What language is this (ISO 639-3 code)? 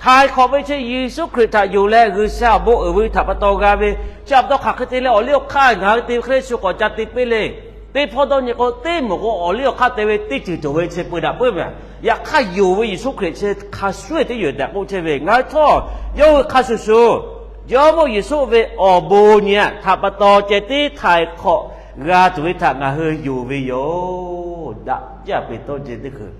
lhu